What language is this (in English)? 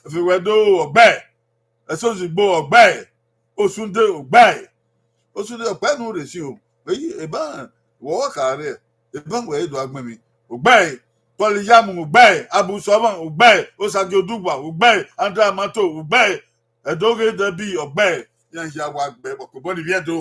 Bini